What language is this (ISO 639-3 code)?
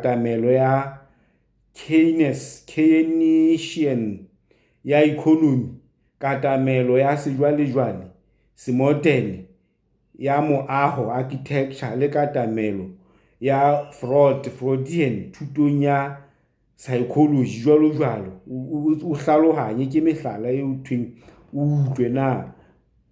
sot